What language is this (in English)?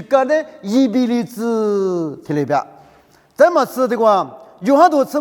Lisu